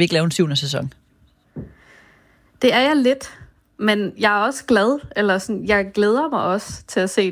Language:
Danish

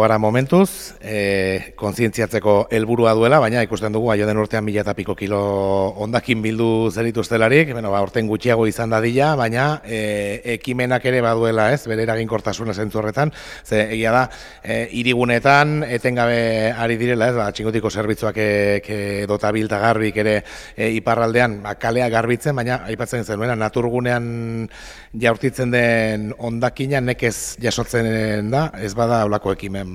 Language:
Basque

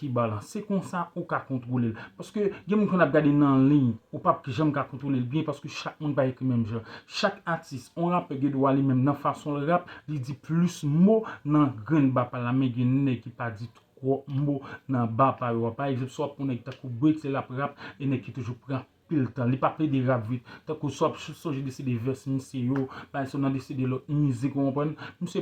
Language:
Haitian Creole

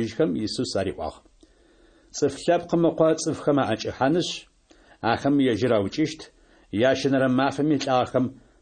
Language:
Adyghe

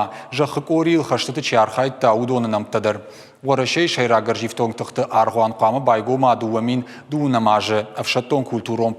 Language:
Ossetic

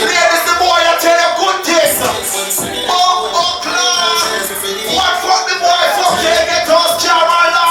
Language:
Jamaican Creole English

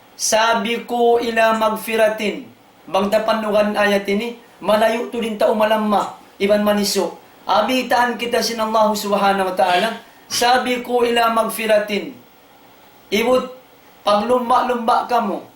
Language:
Tausug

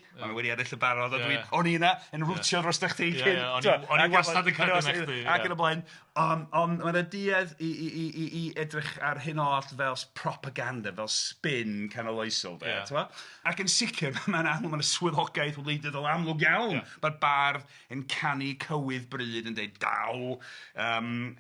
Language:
Welsh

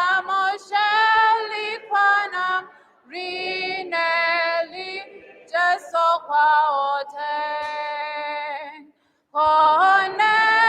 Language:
Tswana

